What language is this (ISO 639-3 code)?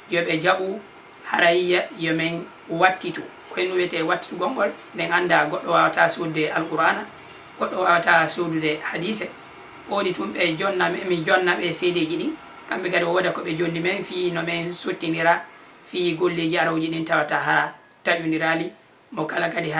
ful